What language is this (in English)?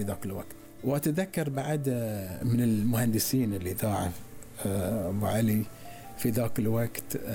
Gulf Arabic